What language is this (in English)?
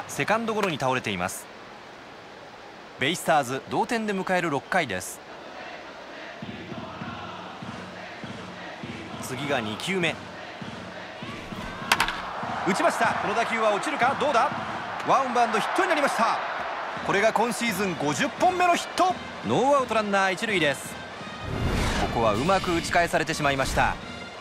Japanese